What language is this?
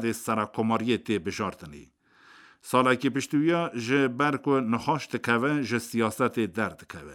Kurdish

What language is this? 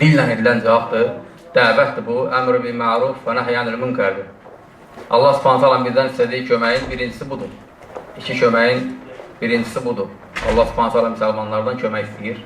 Azerbaijani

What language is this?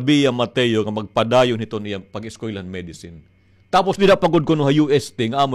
Waray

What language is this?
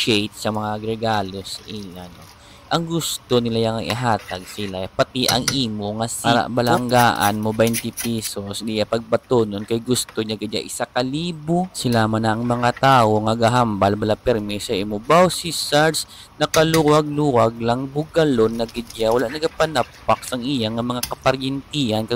Hiligaynon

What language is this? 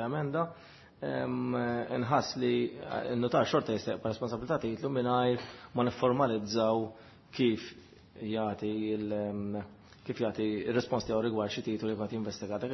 Maltese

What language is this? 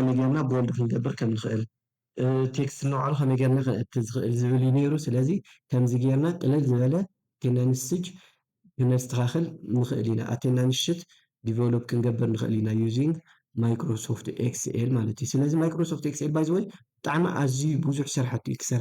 Tigrinya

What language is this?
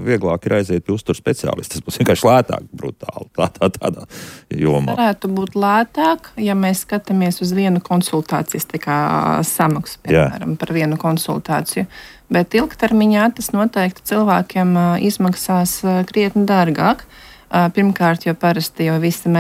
Latvian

